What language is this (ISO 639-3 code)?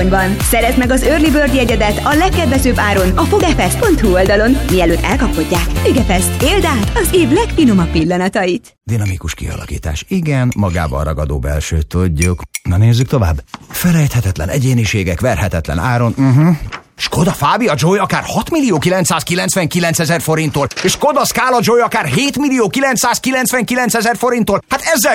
hun